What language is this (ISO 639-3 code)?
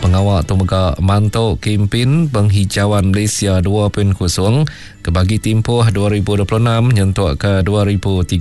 iba